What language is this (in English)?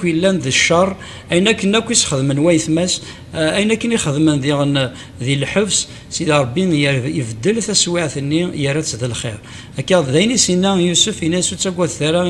Kabyle